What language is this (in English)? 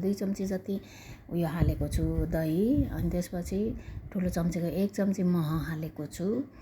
Nepali